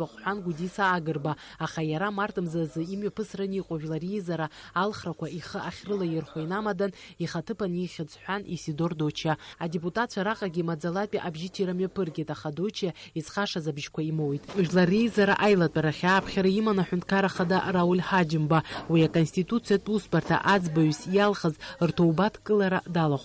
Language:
Abkhazian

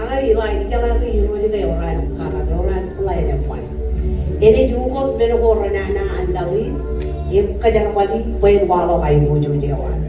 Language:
Marshallese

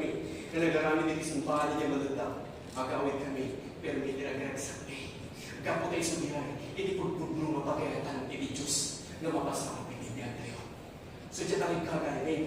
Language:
Iloko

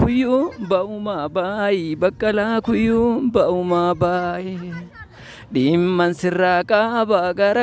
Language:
Oromo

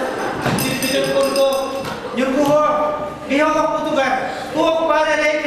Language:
Yakut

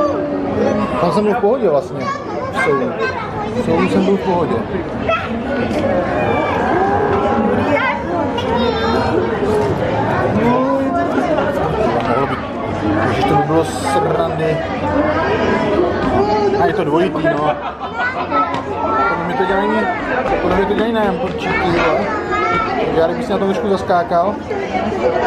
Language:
Czech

